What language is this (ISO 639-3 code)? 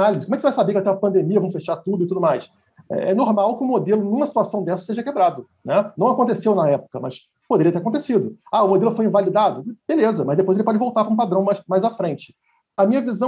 por